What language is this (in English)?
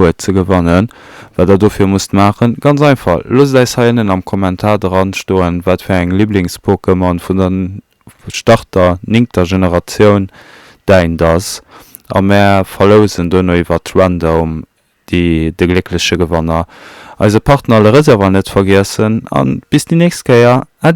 Luxembourgish